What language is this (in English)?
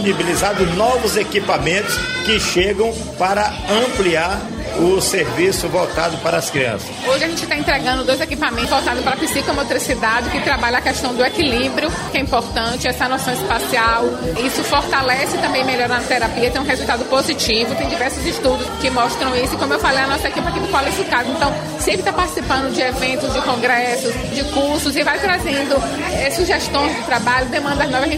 Portuguese